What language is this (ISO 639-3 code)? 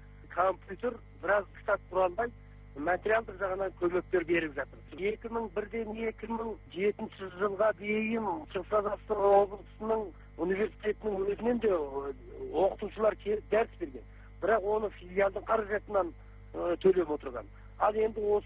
kaz